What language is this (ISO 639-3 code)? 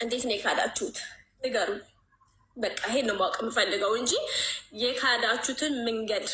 amh